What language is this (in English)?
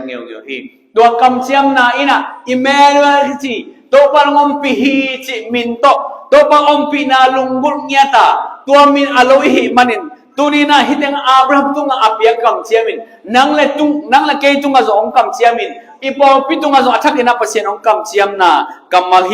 Tedim Chin